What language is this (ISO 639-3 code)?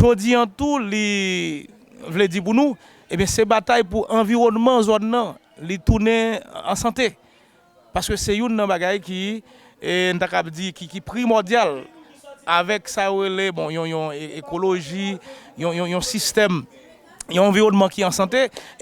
hat